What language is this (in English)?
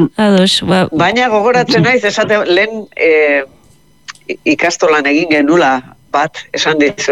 Basque